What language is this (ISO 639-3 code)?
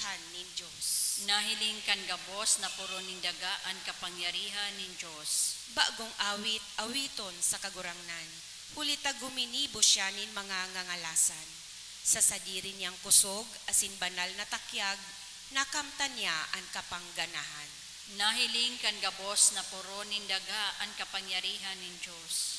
bik